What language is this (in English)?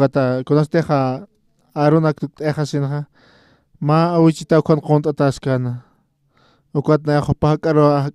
Aymara